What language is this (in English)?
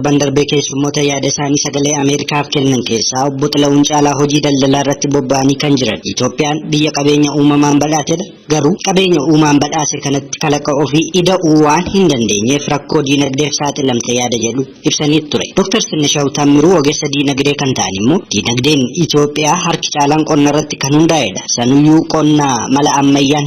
Oromo